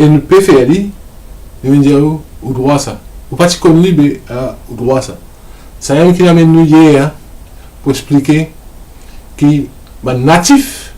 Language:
Morisyen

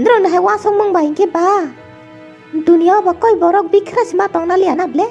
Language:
Kok Borok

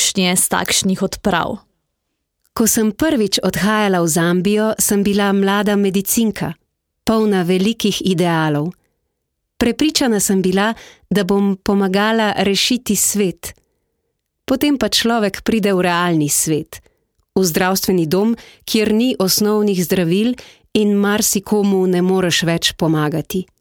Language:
Slovenian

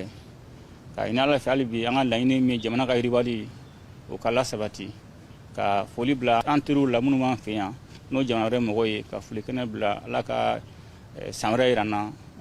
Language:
Bambara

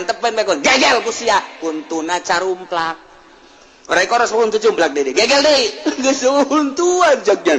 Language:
Sundanese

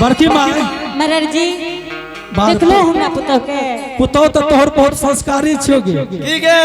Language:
Angika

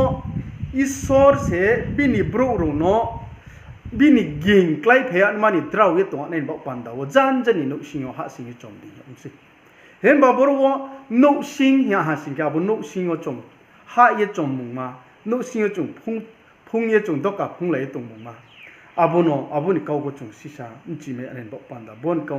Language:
Riang (India)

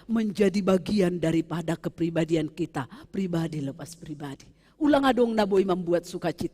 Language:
Batak Simalungun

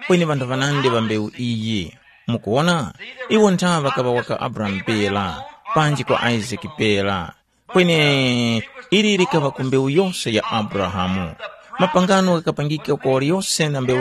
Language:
Tumbuka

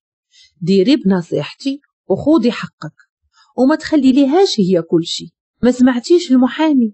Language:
Moroccan Arabic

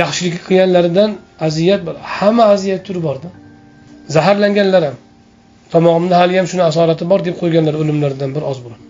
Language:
Uzbek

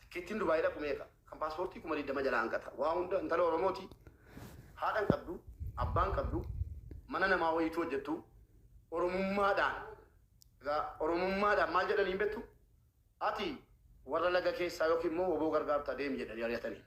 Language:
Oromo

